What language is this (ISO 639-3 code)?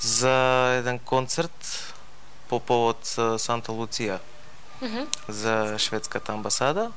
mkd